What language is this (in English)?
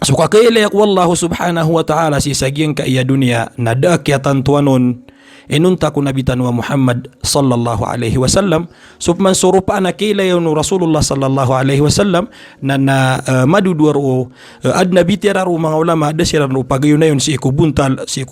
Maranao